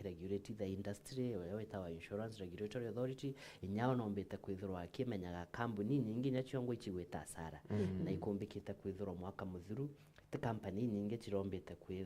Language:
Meru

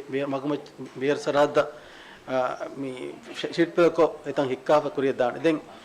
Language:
Divehi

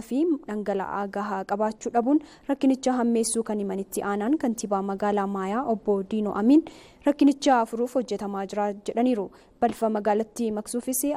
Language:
Oromo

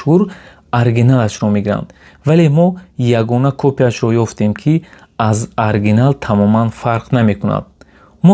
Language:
Tajik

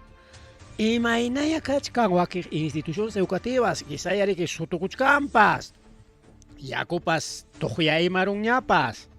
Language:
Ayacucho Quechua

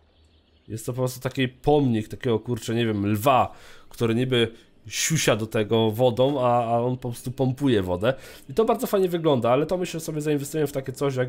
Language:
Polish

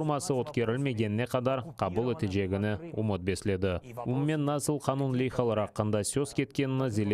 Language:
Crimean Tatar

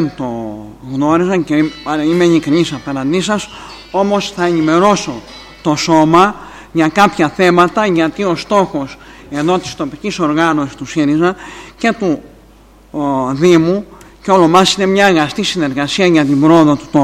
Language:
Greek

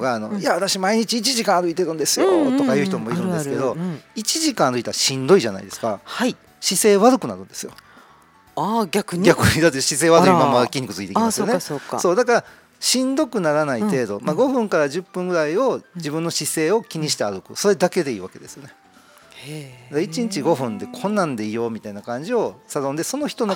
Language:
Japanese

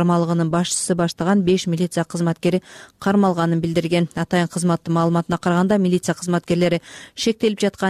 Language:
Kyrgyz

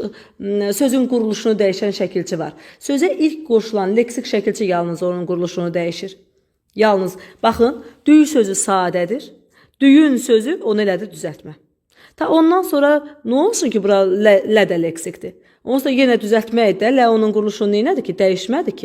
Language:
Azerbaijani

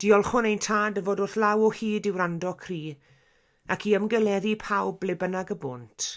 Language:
Welsh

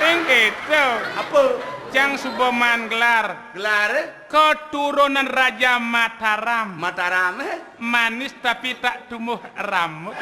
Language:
Balinese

